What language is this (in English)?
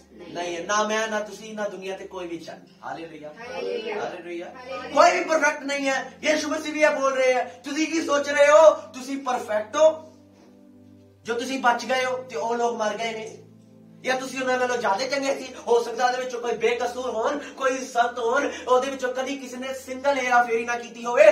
Punjabi